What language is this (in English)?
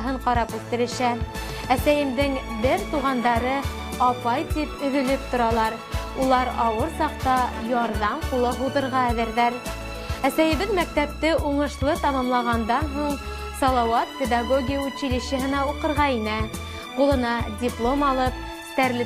Bashkir